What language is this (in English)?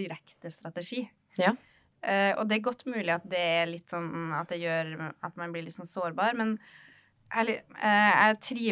Norwegian